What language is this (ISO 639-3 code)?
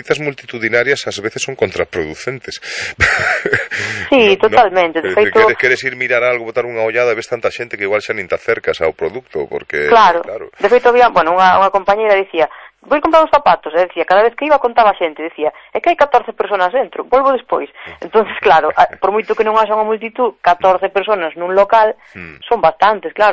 glg